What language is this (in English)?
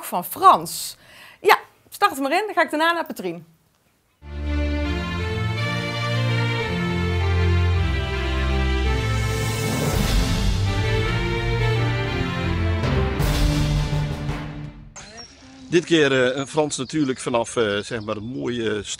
Dutch